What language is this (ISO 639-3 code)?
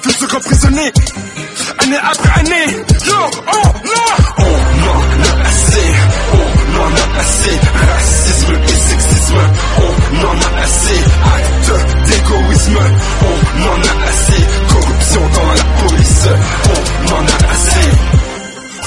fra